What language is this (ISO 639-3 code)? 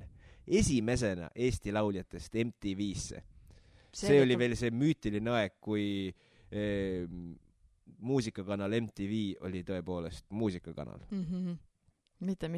est